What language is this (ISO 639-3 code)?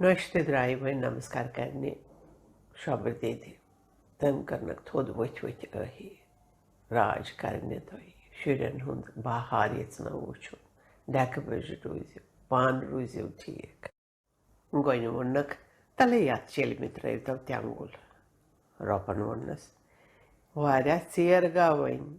kas